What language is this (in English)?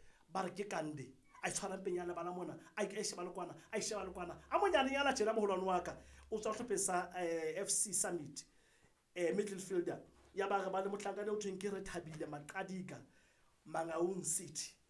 Southern Sotho